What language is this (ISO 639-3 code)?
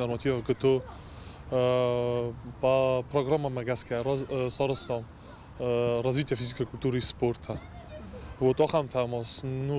oss